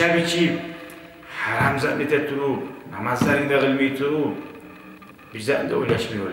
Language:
Kumyk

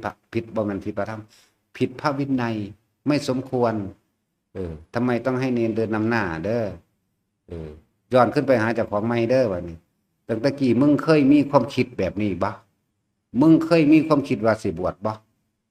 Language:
Lao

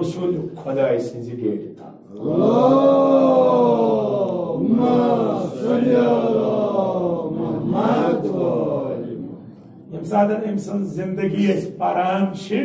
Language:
Kashmiri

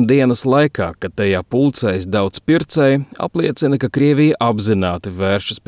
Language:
Latvian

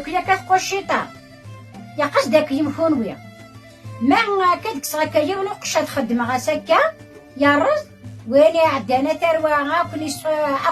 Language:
Kabyle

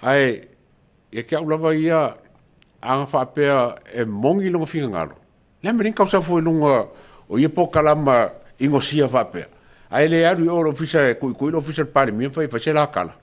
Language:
Samoan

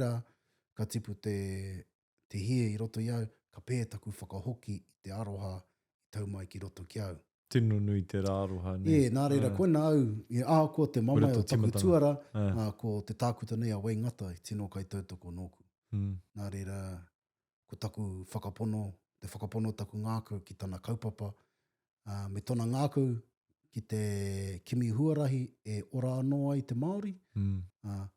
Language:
Māori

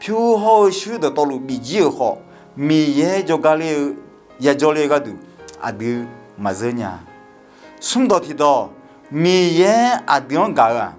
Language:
Akha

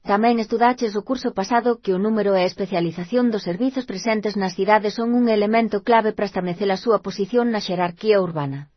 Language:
Galician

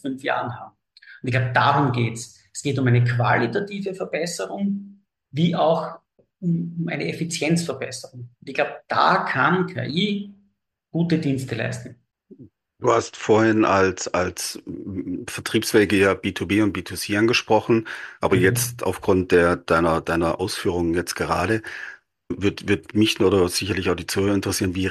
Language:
German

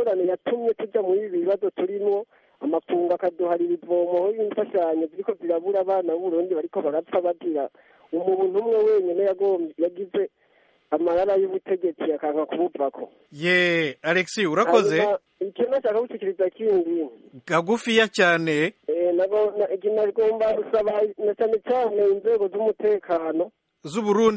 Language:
Rundi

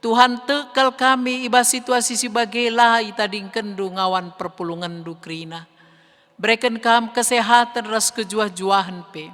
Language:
Batak Karo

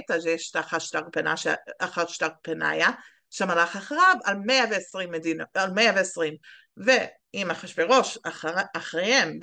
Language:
Hebrew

